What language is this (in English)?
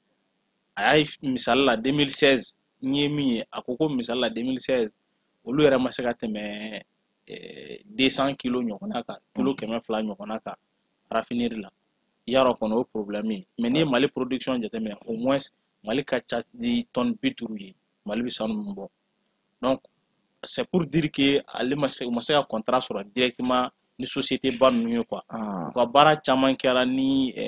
Bambara